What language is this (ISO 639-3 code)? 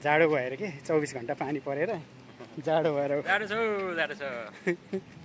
nep